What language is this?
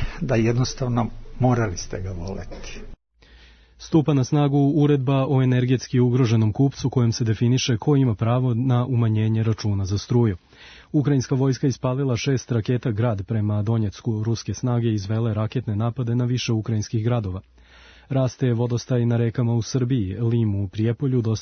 Serbian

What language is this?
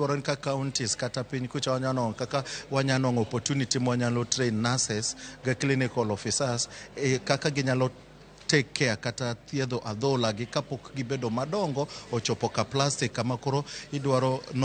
Luo (Kenya and Tanzania)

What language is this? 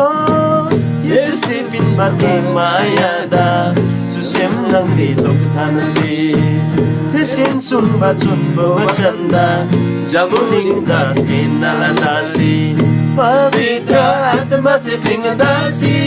Eastern Tamang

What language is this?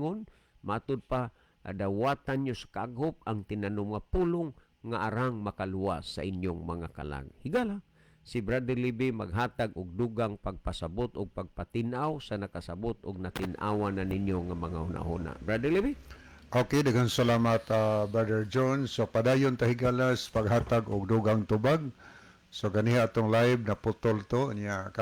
Cebuano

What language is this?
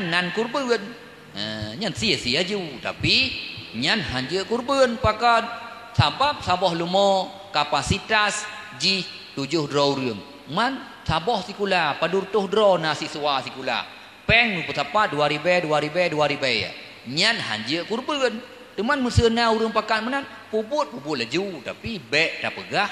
Achinese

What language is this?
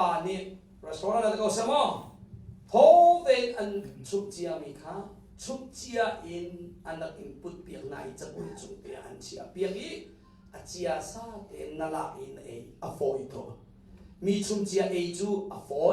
Hakha Chin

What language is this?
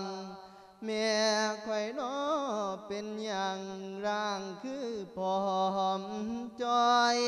Lao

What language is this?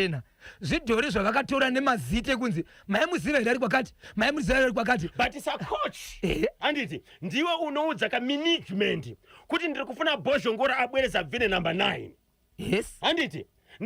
Shona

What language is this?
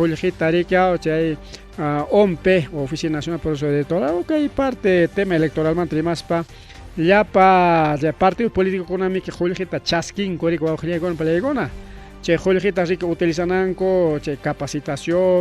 Ayacucho Quechua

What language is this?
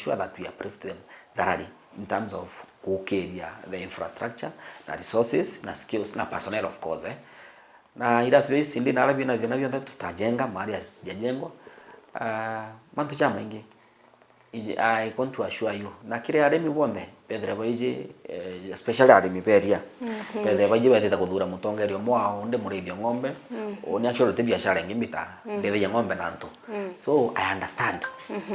Meru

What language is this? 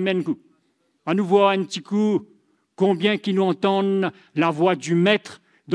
Morisyen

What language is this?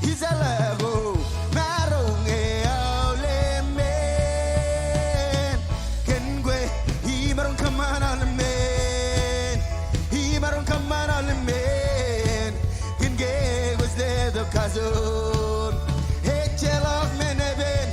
Marshallese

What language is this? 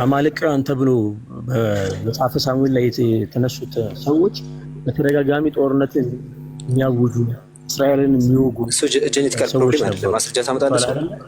Amharic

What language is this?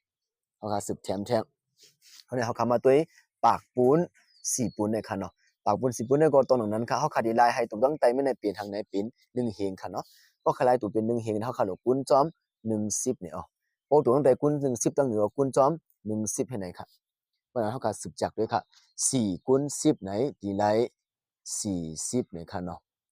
Shan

